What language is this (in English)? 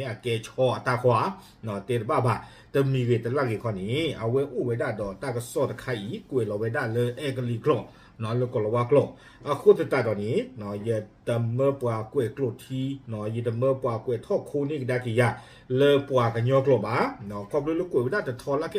S'gaw Karen